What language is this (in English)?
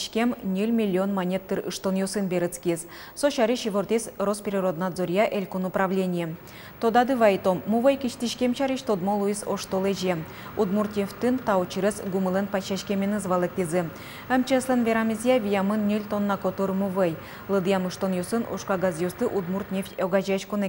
Udmurt